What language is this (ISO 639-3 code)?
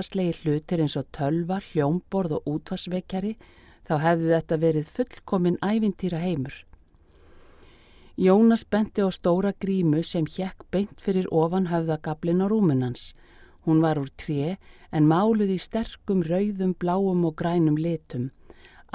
isl